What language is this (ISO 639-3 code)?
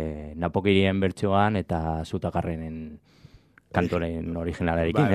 eus